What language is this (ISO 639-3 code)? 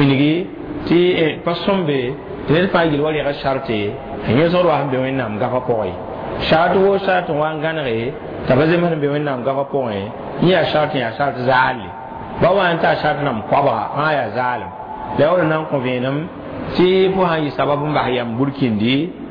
mos